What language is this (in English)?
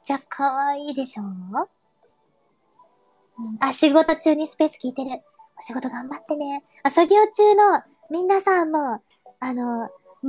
Japanese